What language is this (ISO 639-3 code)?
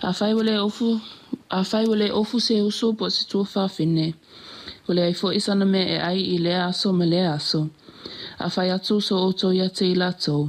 smo